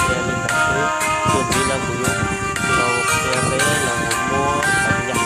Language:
Hmong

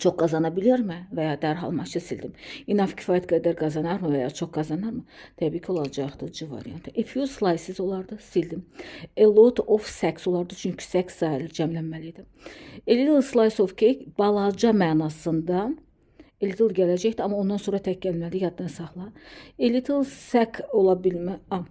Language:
Azerbaijani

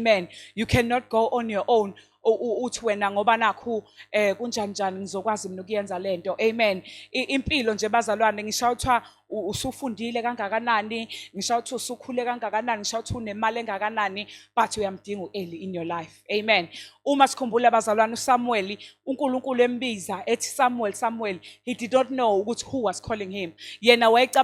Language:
Zulu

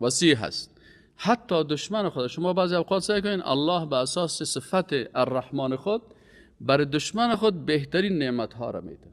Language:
Persian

